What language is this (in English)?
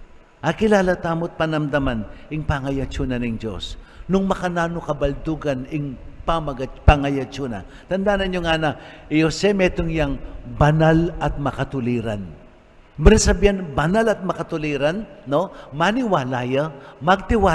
Pampanga